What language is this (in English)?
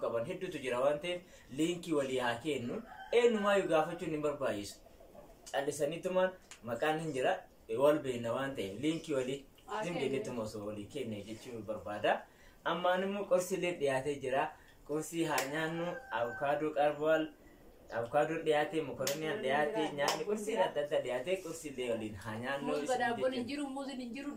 Oromo